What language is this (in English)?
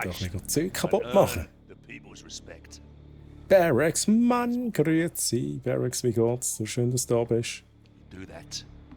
Swiss German